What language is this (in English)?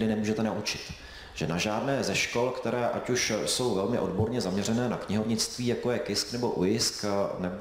Czech